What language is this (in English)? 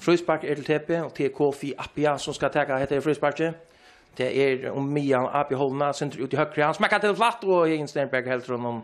Faroese